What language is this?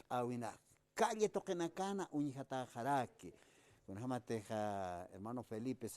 Aymara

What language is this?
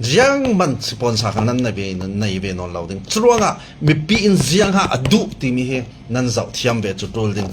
Falam Chin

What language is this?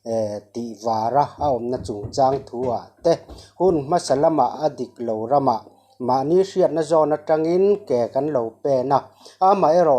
Mizo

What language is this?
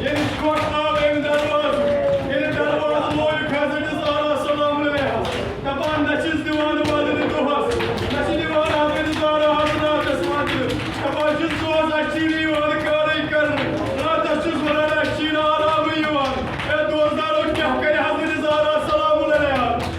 Kashmiri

